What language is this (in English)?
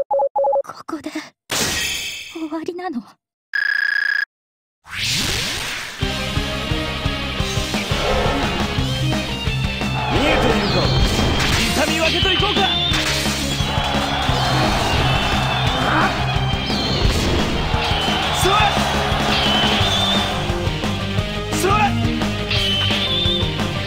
Japanese